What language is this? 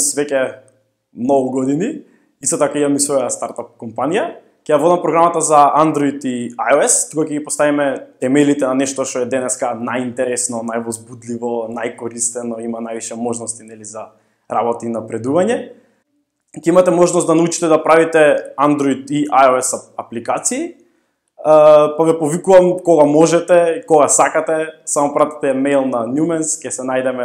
Macedonian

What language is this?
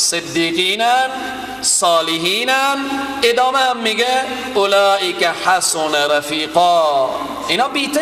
Persian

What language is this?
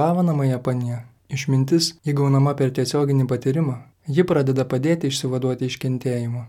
Lithuanian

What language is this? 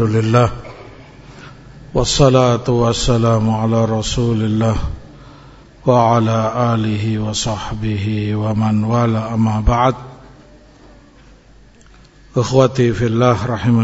Indonesian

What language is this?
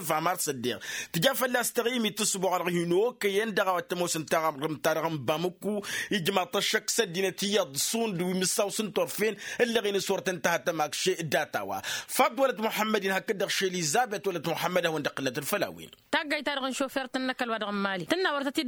Tamasheq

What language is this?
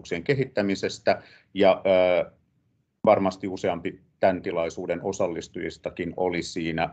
Finnish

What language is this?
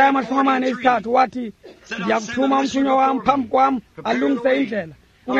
Xhosa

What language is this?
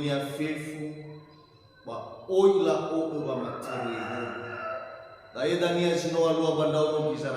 Nias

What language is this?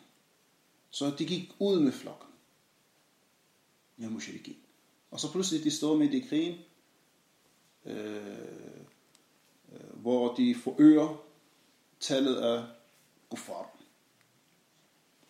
Danish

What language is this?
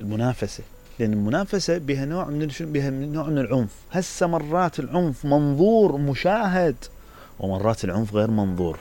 Mesopotamian Arabic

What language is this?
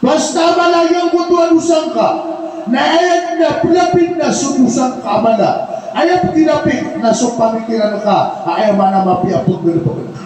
Maranao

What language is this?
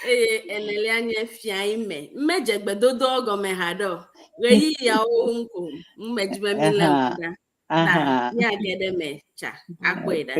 Ewe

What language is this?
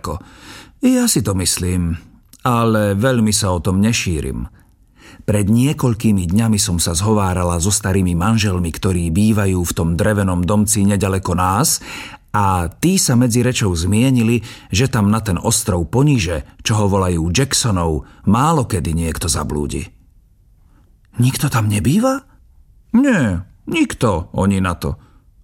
Slovak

